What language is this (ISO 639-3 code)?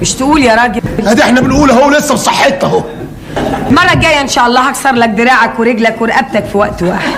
arz